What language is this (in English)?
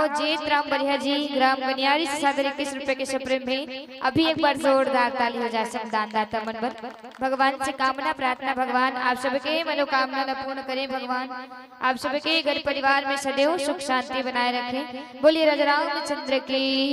Chhattisgarhi